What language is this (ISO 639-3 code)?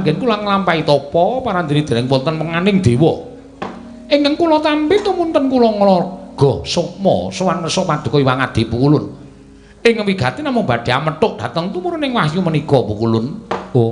jav